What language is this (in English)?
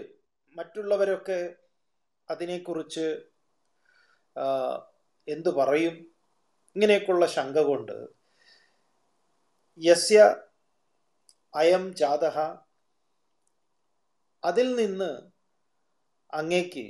Malayalam